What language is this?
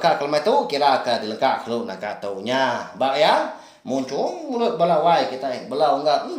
Iban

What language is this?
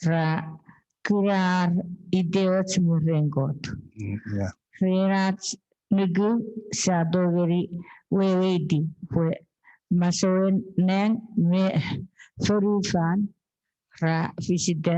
Chuukese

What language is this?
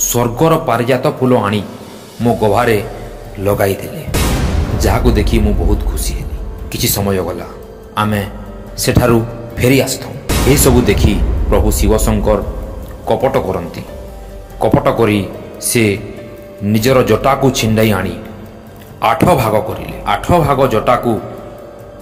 Odia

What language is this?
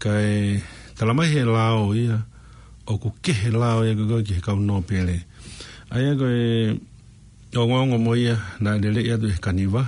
Tongan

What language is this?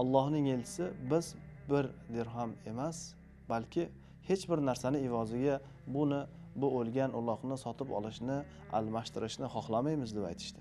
Uzbek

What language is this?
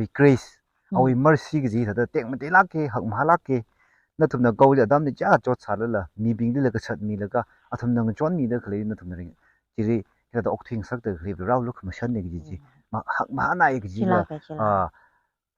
Tangkhul Naga (India)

